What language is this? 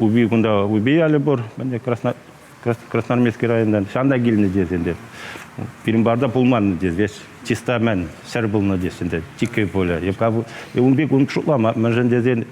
Chuvash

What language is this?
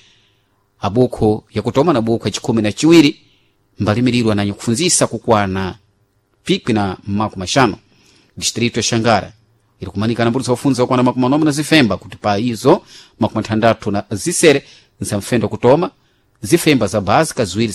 Sena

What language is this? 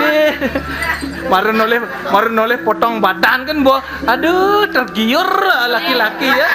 Balinese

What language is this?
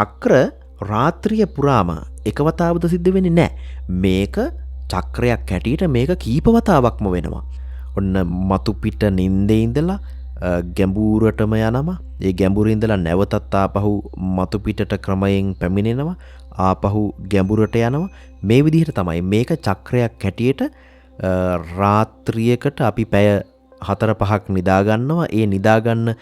Sinhala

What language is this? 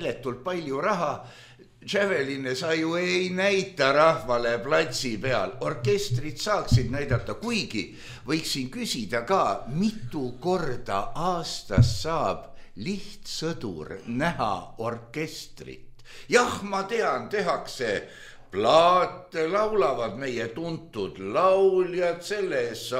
Estonian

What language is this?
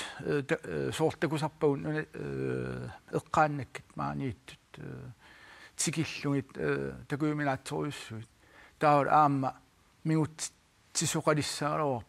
Kalaallisut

